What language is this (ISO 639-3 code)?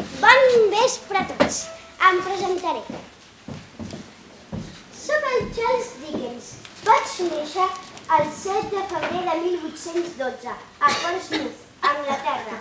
cat